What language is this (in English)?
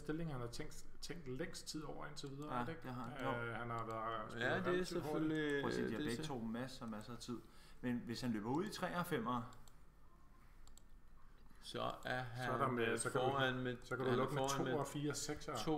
Danish